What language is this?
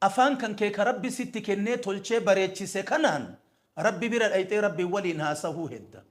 Oromo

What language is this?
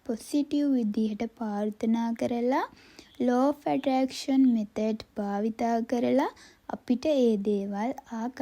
Sinhala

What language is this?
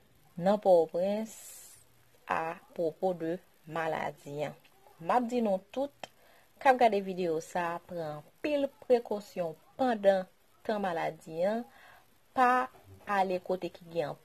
Haitian Creole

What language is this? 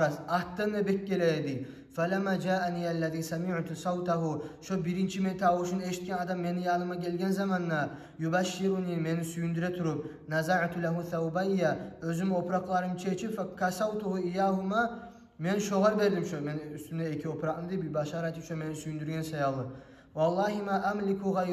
Kumyk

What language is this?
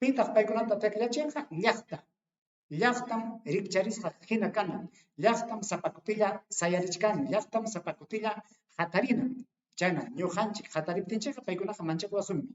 Ayacucho Quechua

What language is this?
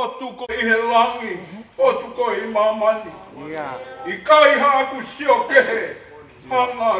Tongan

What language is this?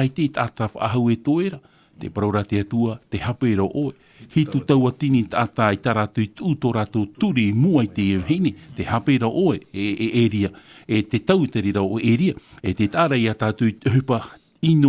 Tahitian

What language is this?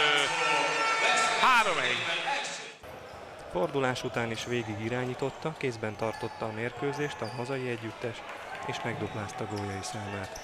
Hungarian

